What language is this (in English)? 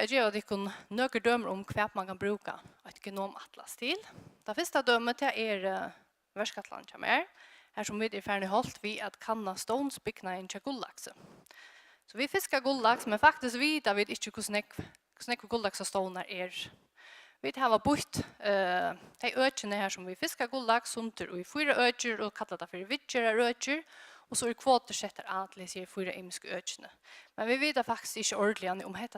Faroese